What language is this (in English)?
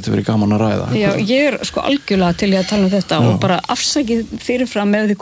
Icelandic